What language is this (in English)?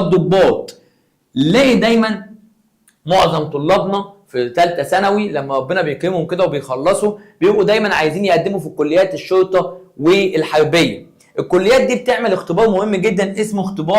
Egyptian Arabic